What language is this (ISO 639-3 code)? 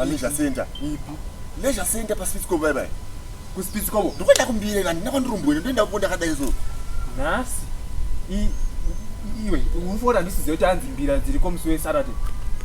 sna